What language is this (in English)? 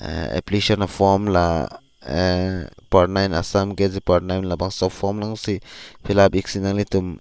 Karbi